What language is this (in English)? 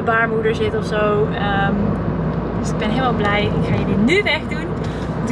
Dutch